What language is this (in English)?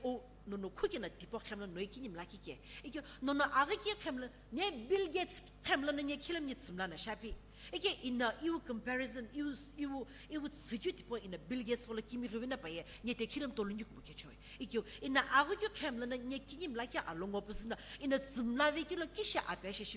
Sumi Naga